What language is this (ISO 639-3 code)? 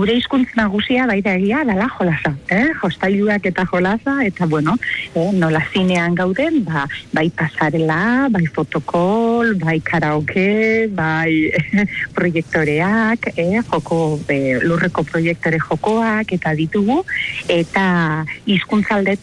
eus